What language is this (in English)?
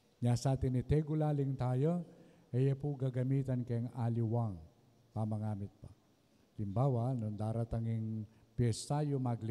Pampanga